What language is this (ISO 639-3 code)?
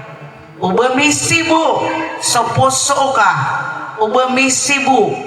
mrw